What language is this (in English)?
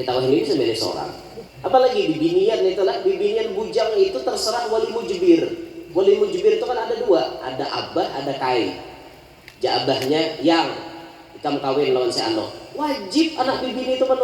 Banjar